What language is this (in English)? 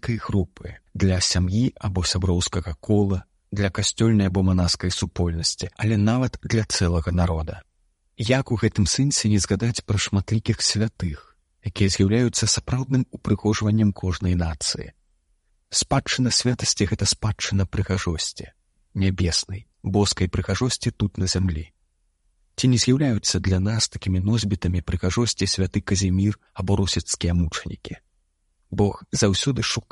Belarusian